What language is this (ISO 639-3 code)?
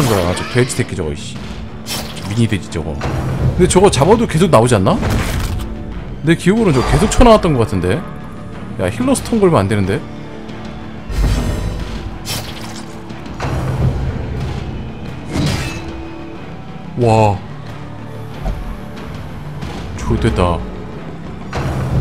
kor